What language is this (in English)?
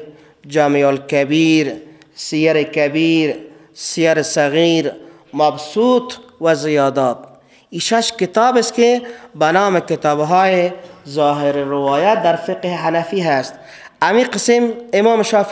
Persian